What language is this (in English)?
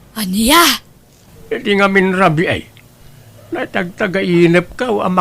Iloko